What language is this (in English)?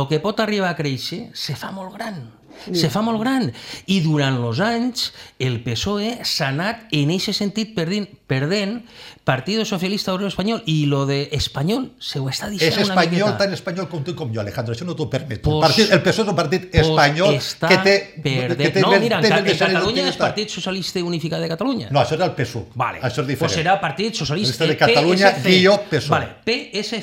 Catalan